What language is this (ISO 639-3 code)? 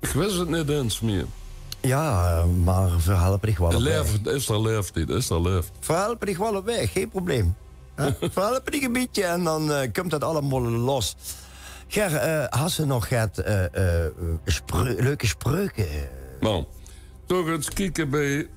lim